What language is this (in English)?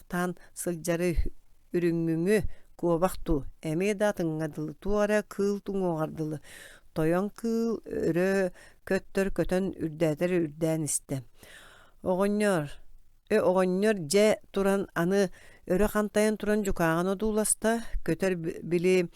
Yakut